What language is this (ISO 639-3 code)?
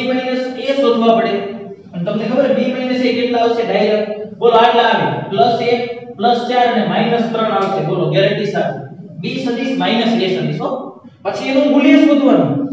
guj